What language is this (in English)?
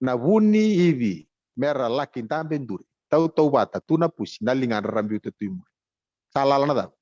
Fijian